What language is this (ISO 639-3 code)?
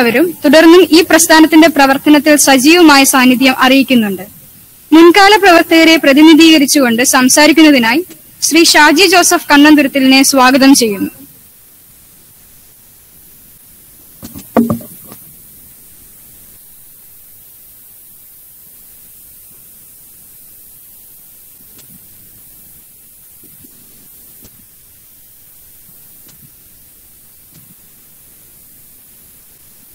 mal